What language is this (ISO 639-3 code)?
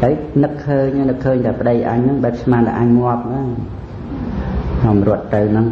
khm